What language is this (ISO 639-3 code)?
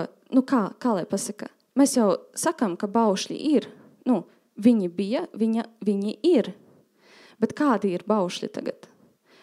lav